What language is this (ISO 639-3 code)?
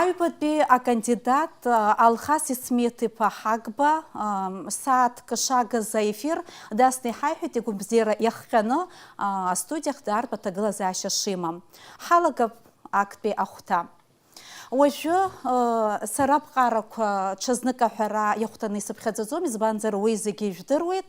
abk